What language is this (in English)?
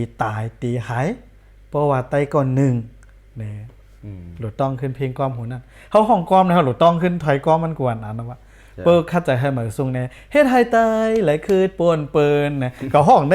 Shan